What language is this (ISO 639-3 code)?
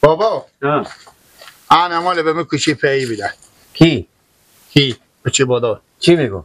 fas